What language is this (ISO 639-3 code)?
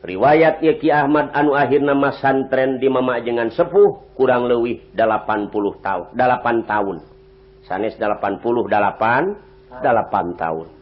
sun